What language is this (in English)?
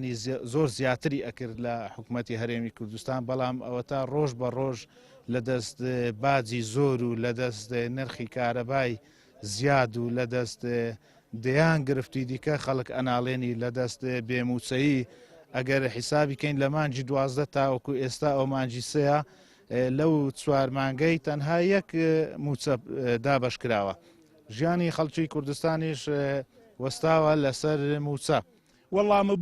Central Kurdish